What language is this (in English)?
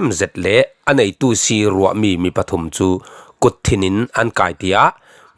Falam Chin